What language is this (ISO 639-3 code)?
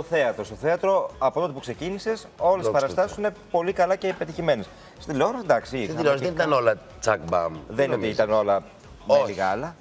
ell